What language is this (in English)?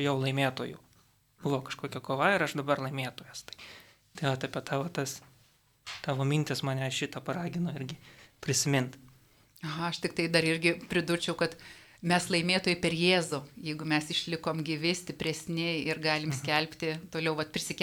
Lithuanian